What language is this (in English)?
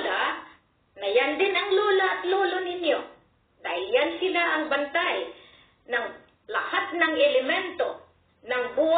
Filipino